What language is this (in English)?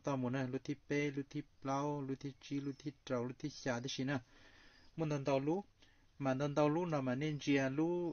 Hmong